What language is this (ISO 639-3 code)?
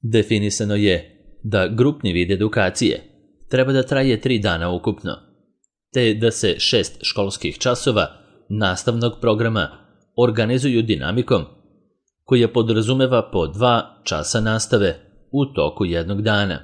srp